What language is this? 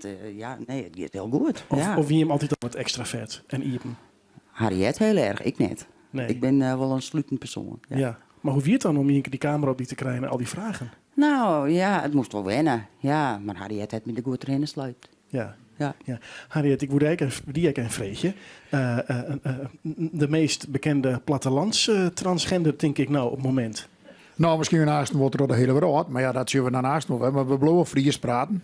Western Frisian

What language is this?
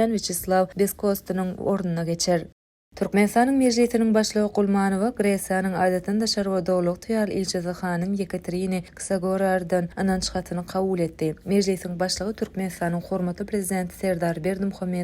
Turkmen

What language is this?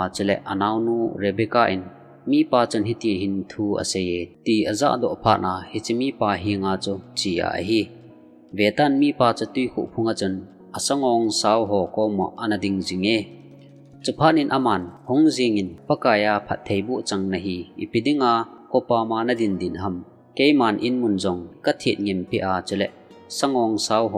Thado Chin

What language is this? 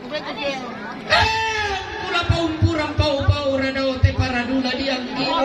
Toraja-Sa'dan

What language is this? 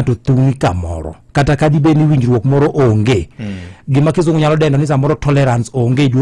Luo (Kenya and Tanzania)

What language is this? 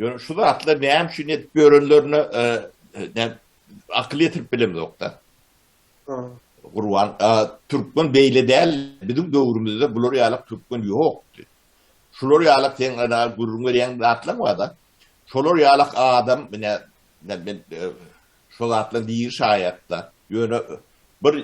Turkmen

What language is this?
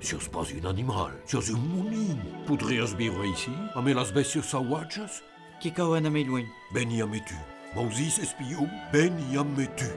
Occitan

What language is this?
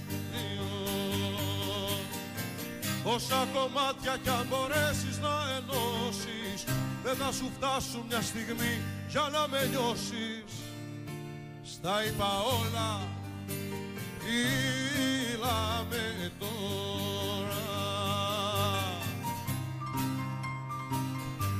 Greek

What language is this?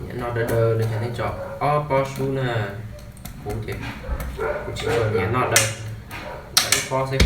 Hmong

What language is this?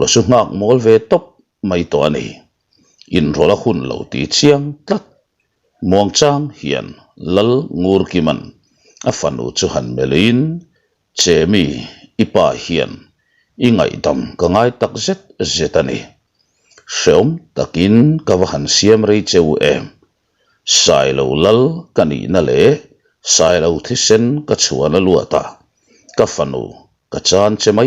Mizo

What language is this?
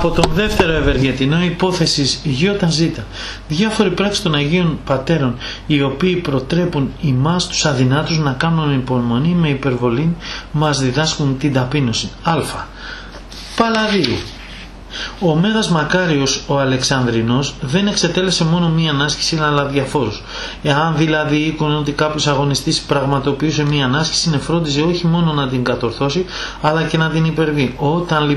Greek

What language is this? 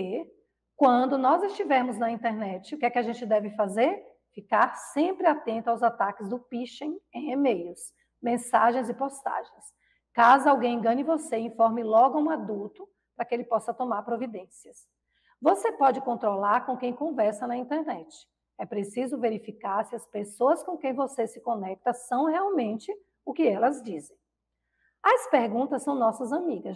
Portuguese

